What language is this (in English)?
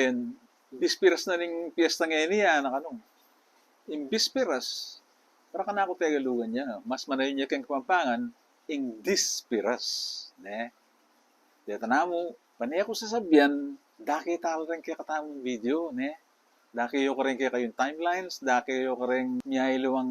Pampanga